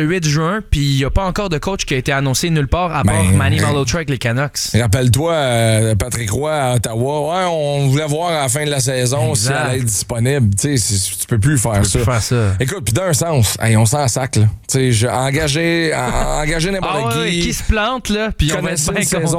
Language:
French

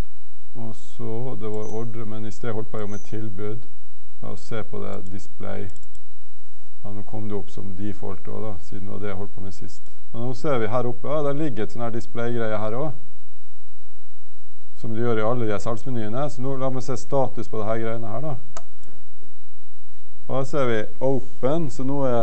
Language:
Norwegian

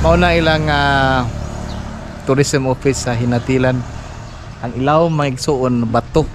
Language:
Cebuano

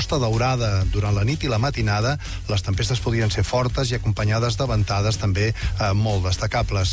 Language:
Catalan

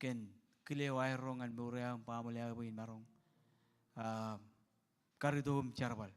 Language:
Marshallese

